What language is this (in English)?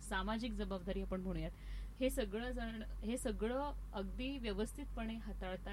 Marathi